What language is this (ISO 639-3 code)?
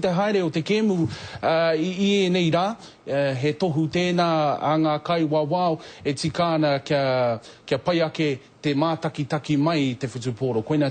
mri